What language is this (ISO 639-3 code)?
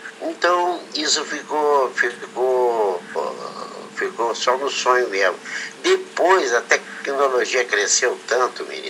por